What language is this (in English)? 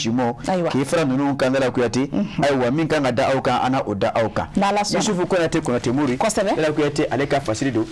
Bambara